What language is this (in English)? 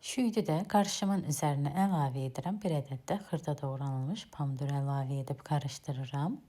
Azerbaijani